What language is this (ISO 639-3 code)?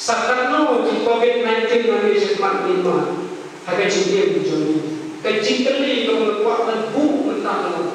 kha